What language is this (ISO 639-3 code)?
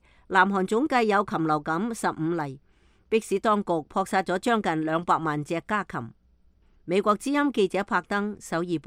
yue